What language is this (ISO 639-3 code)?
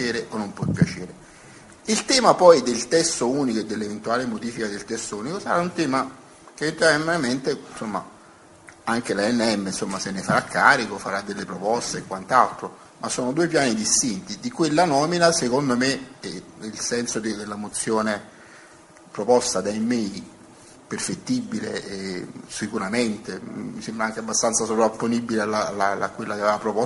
ita